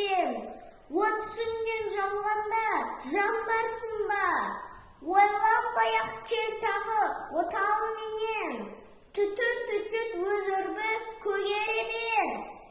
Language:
Kazakh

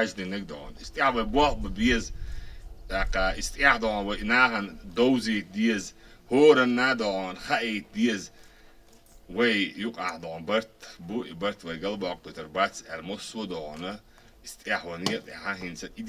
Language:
Chechen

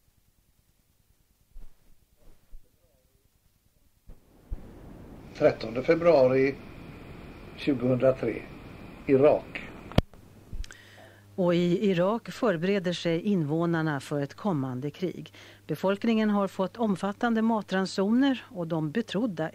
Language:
Swedish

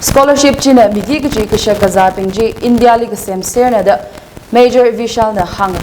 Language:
Tangkhul Naga (India)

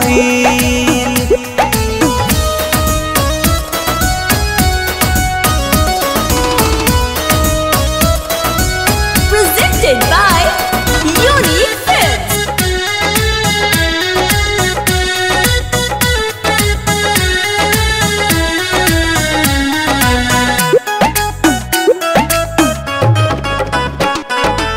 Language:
Bhojpuri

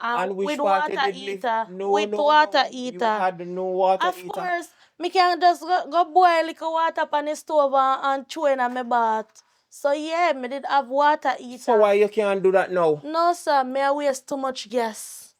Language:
Jamaican Creole English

